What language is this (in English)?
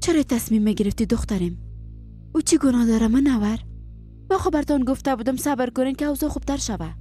Persian